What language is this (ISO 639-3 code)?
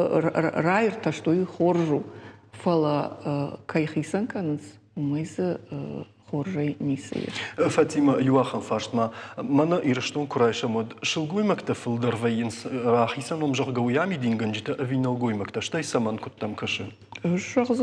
oss